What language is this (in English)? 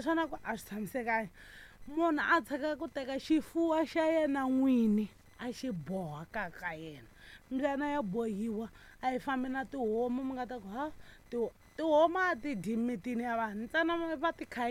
Tsonga